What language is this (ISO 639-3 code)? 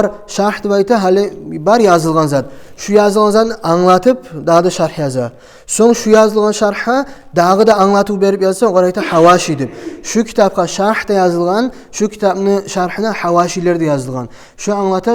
kum